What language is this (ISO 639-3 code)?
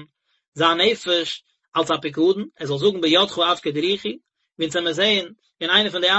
yid